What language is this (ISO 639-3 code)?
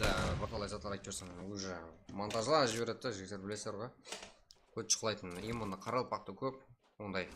kaa